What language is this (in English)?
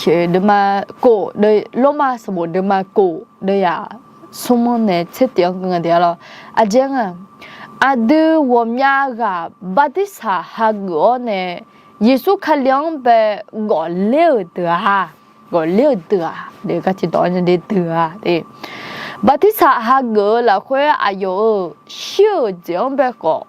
Akha